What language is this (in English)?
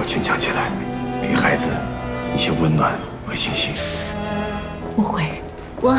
Chinese